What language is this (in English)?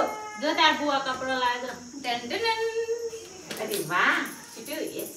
Gujarati